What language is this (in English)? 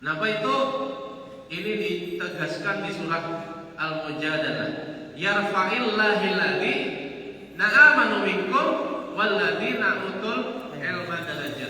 Banjar